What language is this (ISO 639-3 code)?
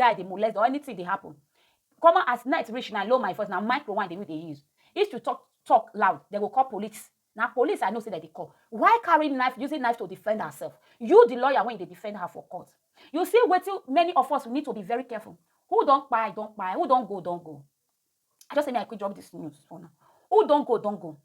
pcm